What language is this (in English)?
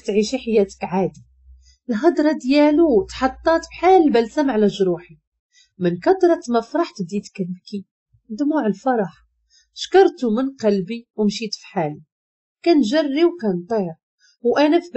Moroccan Arabic